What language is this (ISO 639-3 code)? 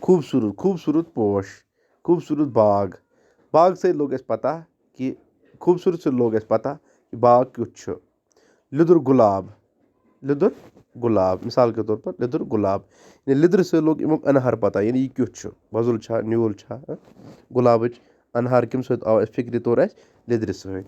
kas